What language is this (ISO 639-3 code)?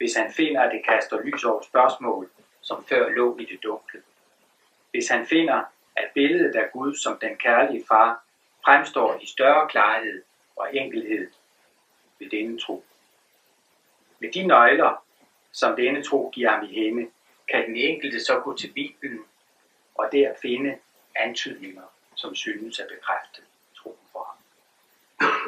dan